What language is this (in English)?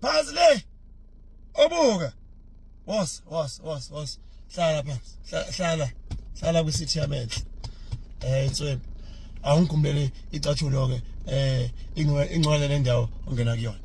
Zulu